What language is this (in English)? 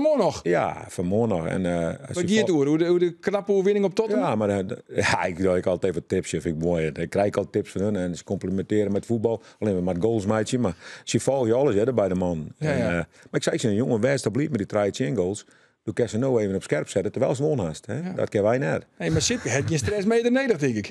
Western Frisian